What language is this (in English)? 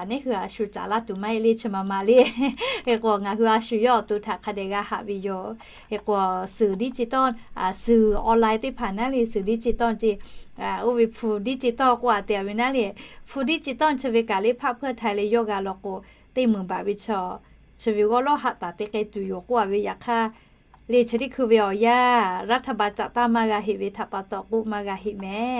Lahu